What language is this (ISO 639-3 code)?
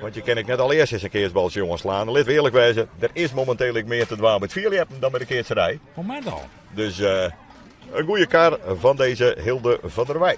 fry